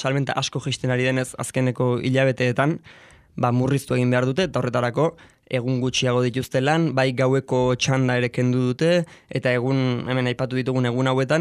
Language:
Basque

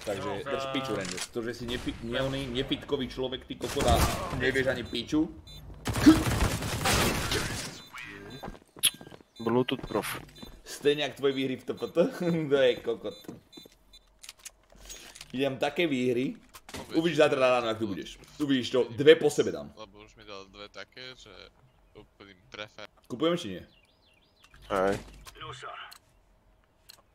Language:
Slovak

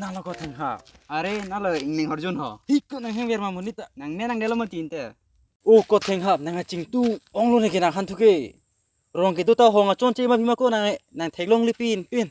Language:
Karbi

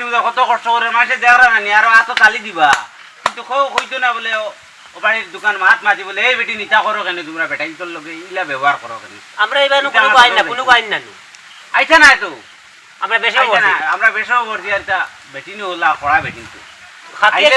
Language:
Sylheti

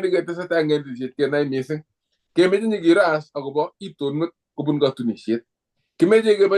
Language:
Kalenjin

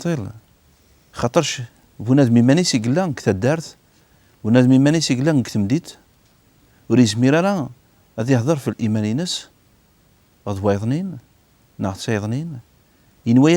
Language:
Kabyle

